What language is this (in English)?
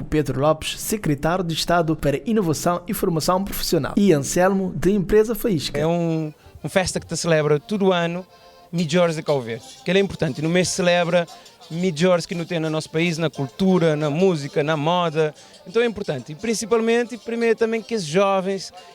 Kabuverdianu